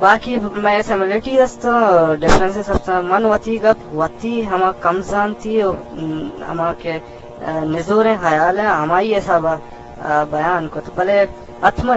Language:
Eastern Balochi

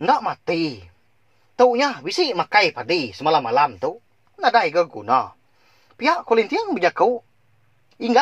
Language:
Iban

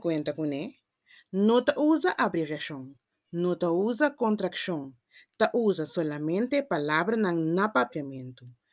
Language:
Papiamento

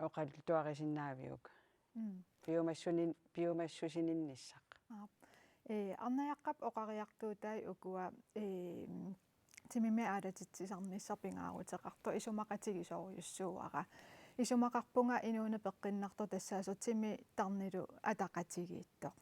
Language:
Kalaallisut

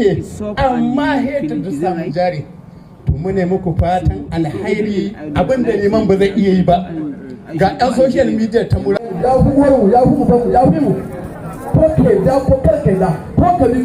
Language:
Hausa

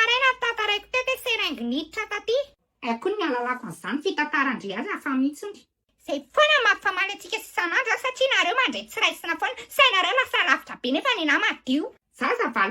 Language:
Malagasy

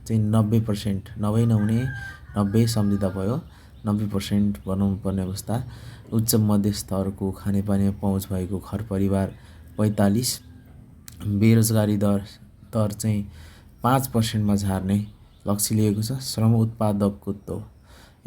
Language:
Nepali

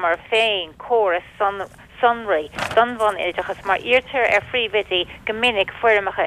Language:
Irish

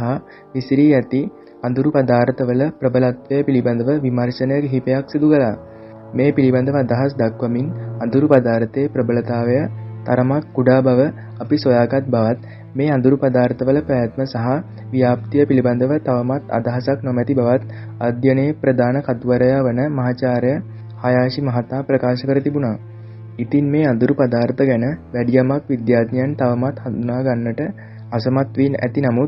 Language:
Sinhala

